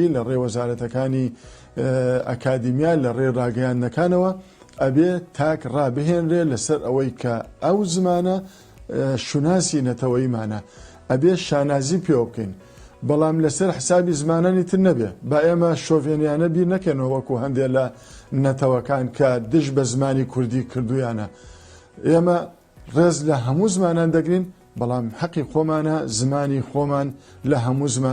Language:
Central Kurdish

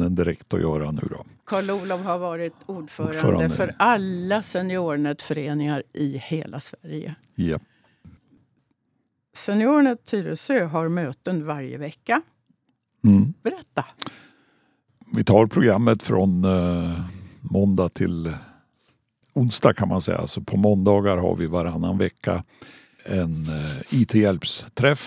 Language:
Swedish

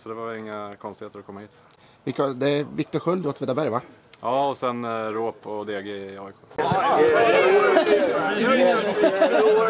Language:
Swedish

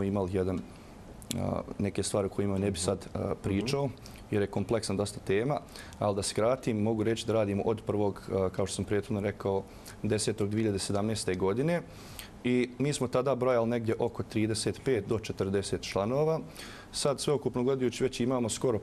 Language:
Bosnian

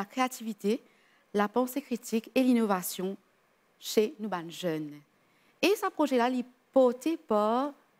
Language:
Morisyen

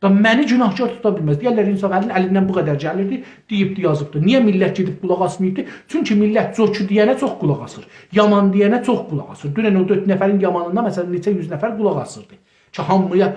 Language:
South Azerbaijani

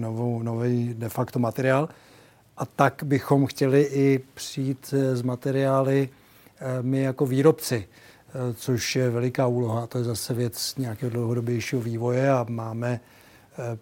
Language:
Czech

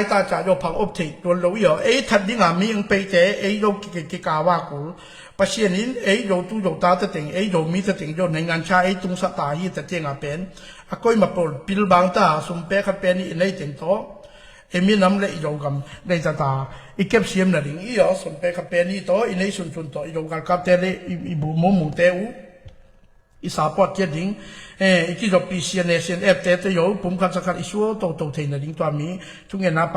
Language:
Tedim Chin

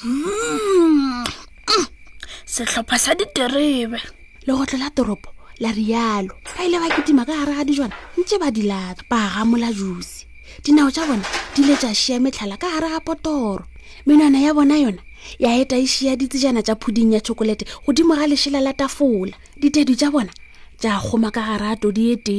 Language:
Northern Sotho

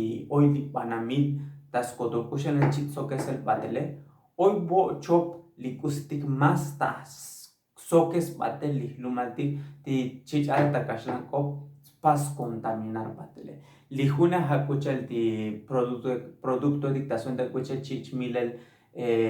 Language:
Tzotzil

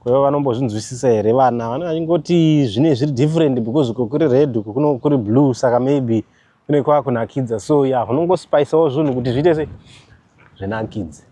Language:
Shona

